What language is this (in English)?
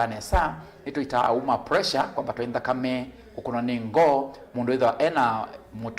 Kamba